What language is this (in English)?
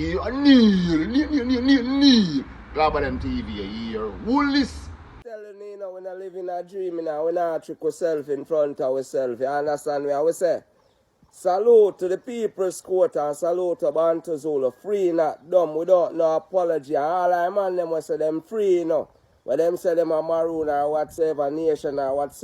Jamaican Creole English